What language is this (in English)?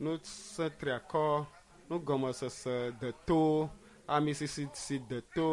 Ewe